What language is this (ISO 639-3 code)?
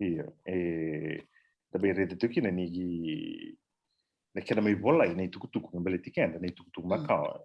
fij